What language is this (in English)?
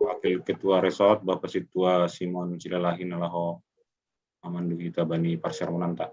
Batak Simalungun